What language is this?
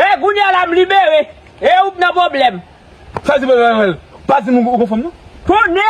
Haitian Creole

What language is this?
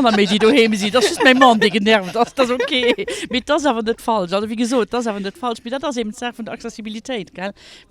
Luxembourgish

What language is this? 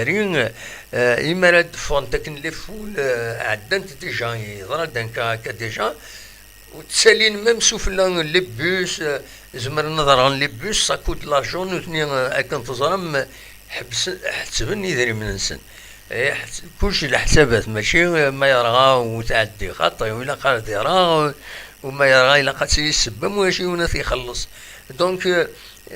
Kabyle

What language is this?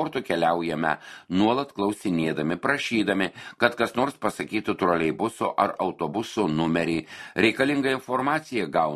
Lithuanian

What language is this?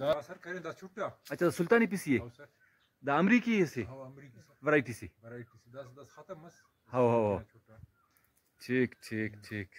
Brahui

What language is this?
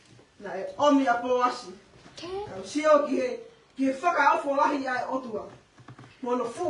Tongan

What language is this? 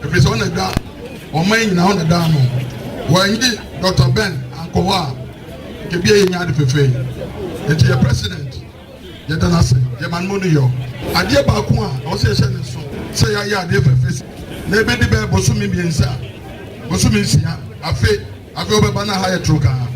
Akan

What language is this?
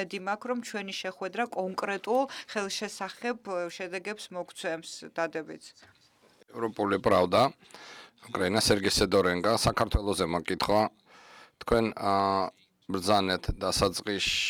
Georgian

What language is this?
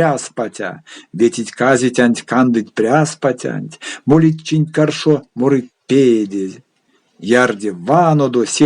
Erzya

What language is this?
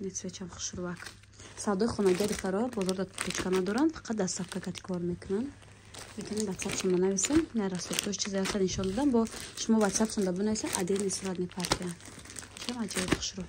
Tajik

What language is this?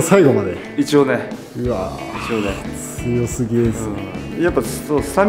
Japanese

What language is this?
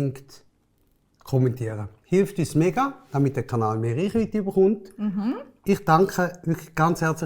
Swiss German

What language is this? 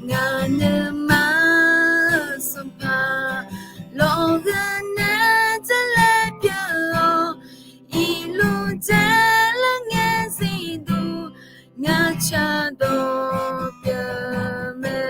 Akha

